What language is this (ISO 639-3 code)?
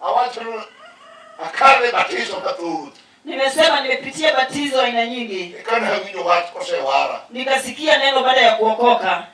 luo